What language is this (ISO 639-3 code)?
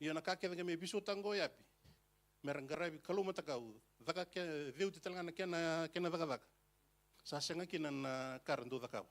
fij